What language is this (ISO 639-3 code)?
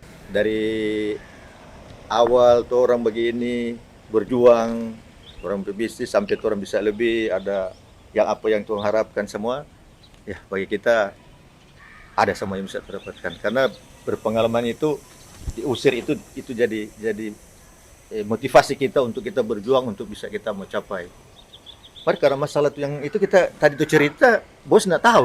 xmm